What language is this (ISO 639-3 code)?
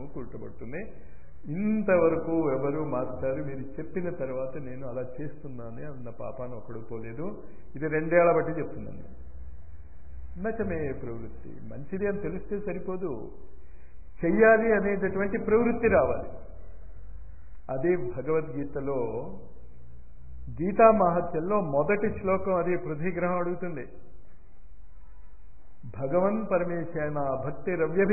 tel